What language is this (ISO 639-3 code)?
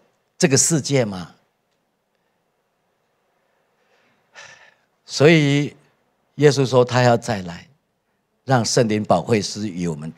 zho